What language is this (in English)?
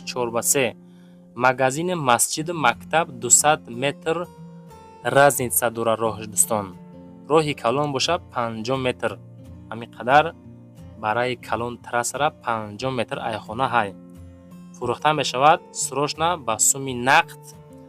Tajik